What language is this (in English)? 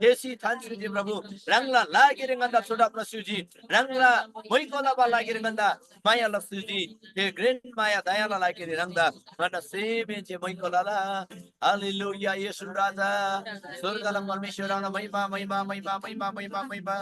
Eastern Tamang